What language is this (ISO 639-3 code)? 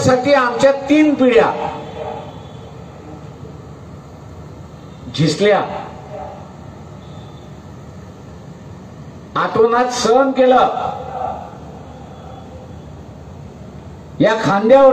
mar